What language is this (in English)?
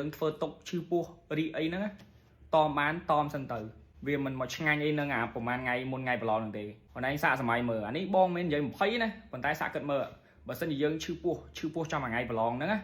Khmer